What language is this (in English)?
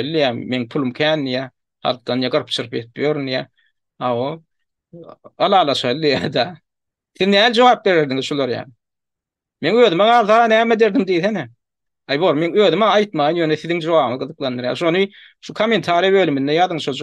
Turkmen